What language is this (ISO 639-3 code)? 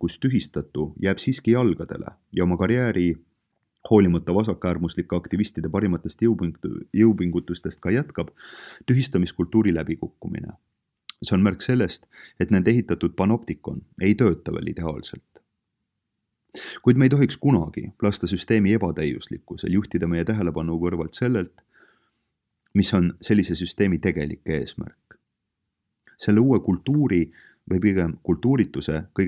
est